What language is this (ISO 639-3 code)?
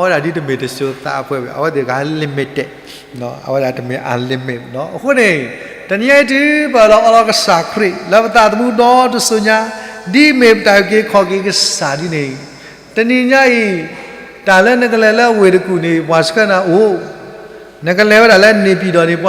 ksw